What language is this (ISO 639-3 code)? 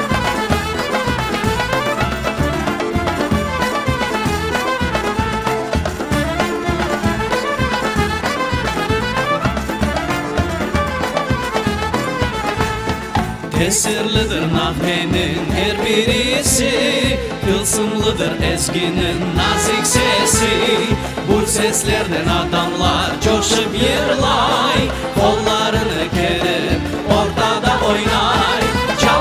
crh